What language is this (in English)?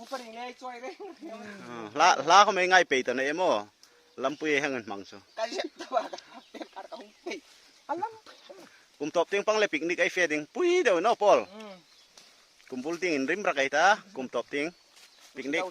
Hmar